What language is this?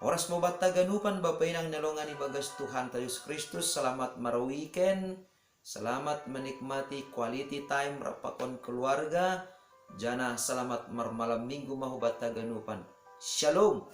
Batak Simalungun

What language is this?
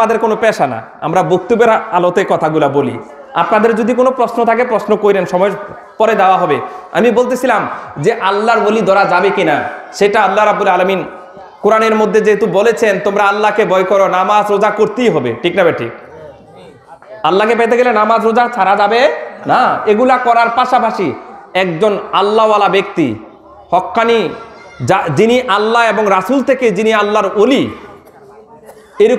Bangla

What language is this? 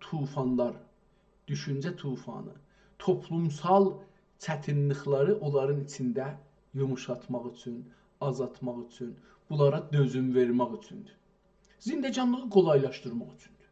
South Azerbaijani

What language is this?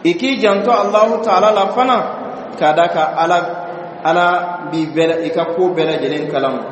Bambara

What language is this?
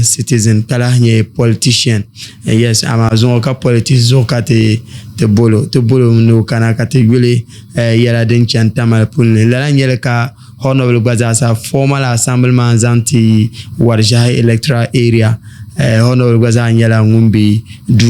Dagbani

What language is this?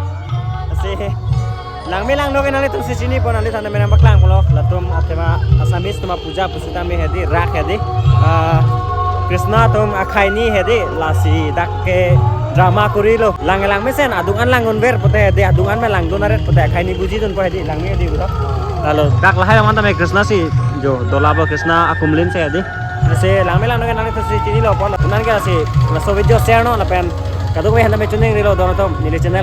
Karbi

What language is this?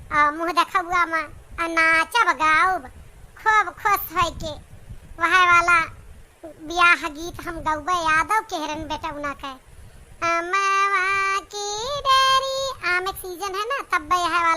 Awadhi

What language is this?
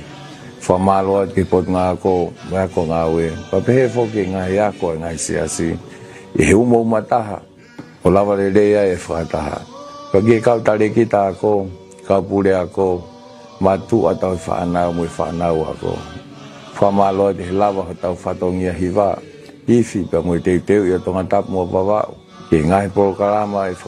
Tongan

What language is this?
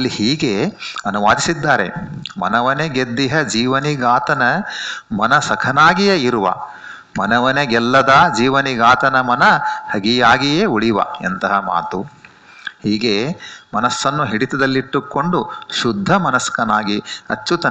Kannada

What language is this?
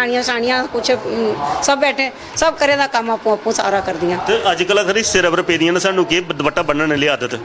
Dogri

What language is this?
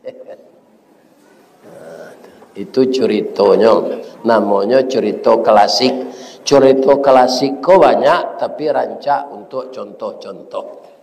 Minangkabau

